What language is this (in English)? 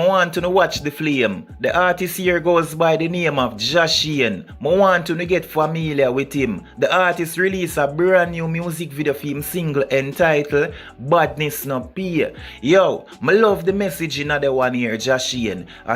Jamaican Creole English